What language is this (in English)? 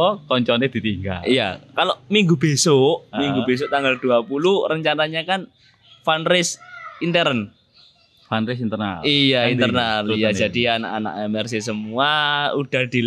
Indonesian